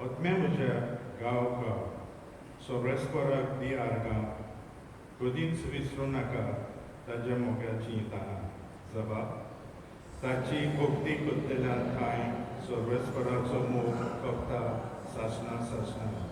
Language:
Konkani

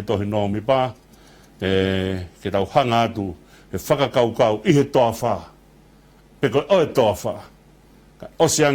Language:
Tongan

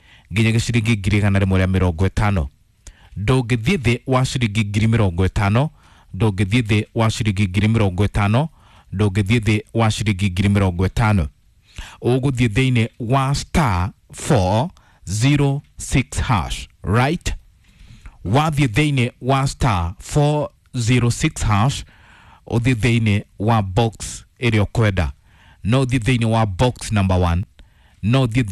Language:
Kikuyu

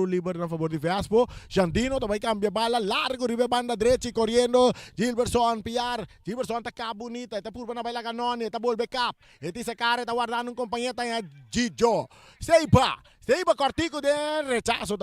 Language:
Papiamento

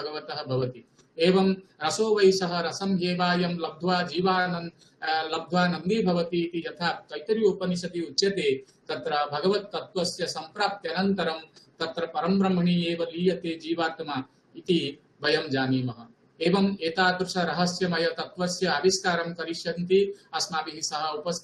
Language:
Sanskrit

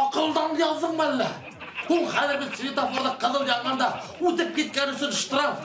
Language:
Bashkir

